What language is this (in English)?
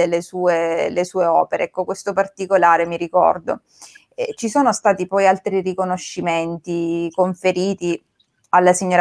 Italian